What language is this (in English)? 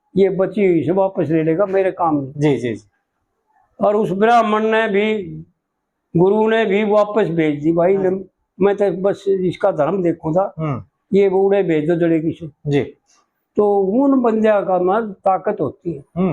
Haryanvi